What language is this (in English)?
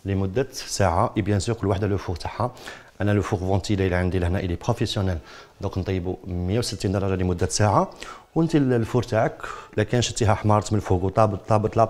Algerian Arabic